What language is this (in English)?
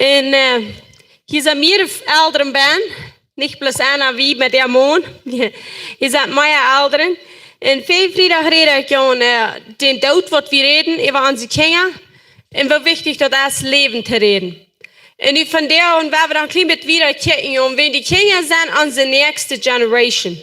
Plautdietsch